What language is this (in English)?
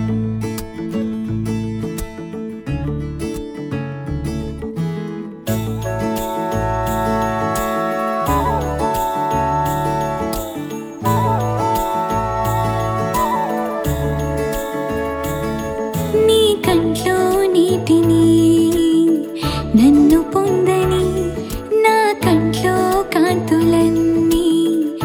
Telugu